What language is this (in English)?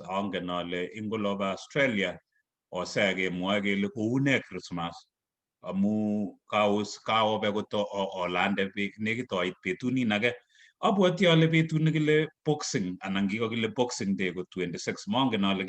Kalenjin